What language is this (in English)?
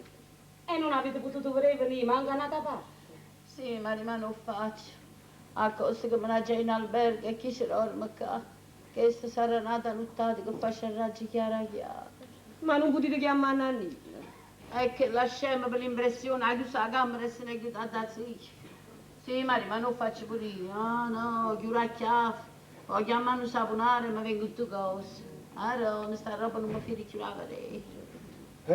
Neapolitan